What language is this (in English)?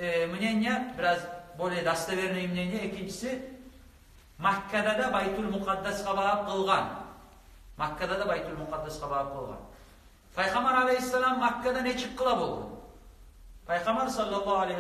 Kumyk